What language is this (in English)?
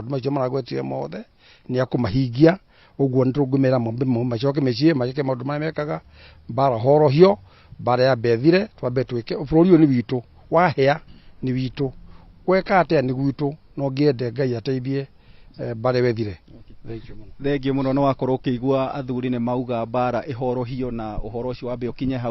Kikuyu